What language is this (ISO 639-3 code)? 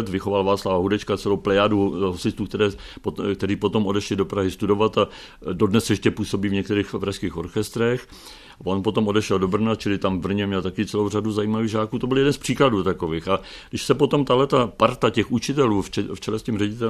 ces